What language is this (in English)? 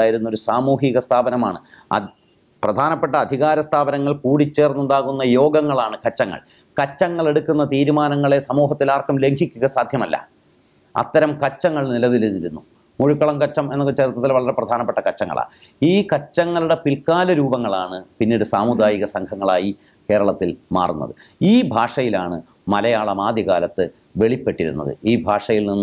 Malayalam